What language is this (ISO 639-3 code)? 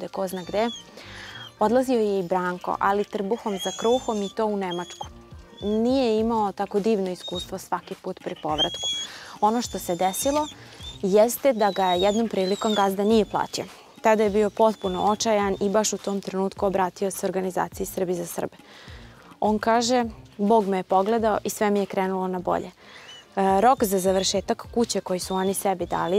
srp